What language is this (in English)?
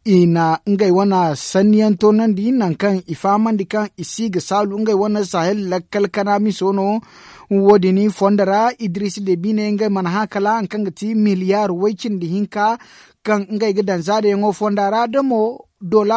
Zarma